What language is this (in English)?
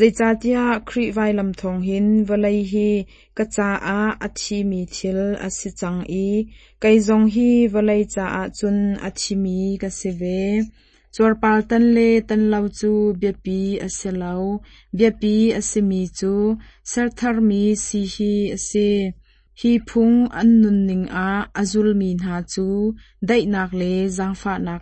Hakha Chin